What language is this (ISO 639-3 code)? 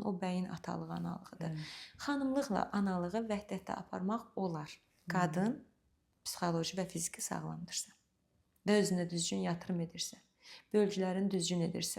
aze